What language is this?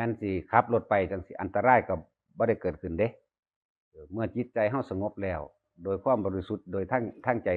Northeastern Thai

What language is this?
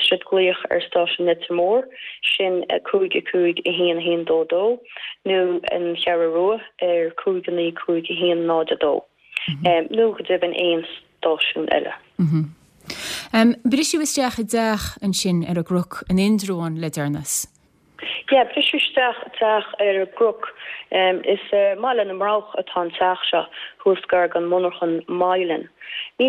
Irish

